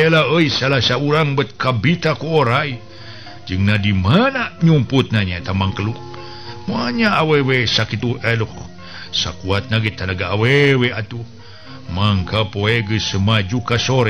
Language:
Sundanese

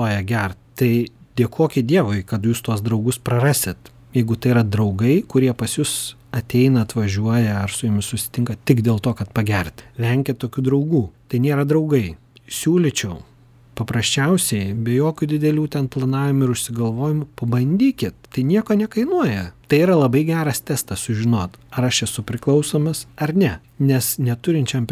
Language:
Lithuanian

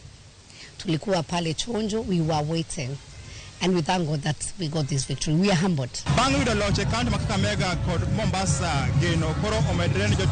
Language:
Luo (Kenya and Tanzania)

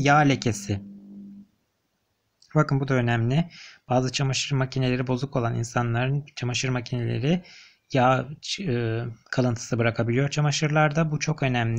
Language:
Turkish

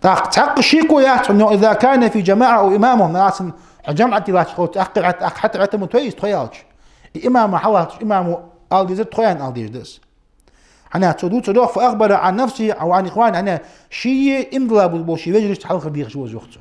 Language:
Ingush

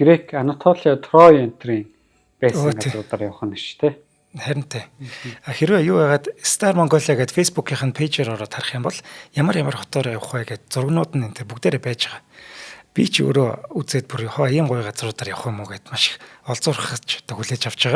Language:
Mongolian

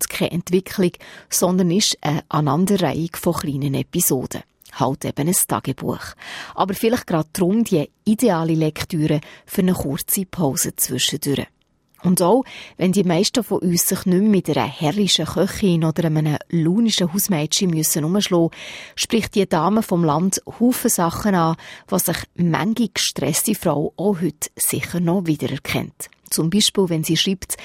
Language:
German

